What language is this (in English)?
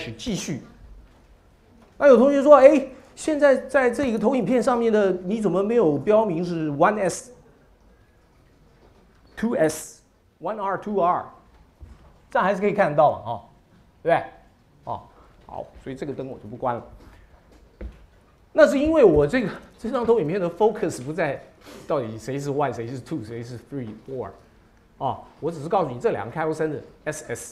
Chinese